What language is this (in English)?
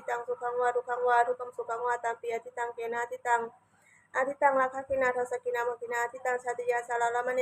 Pali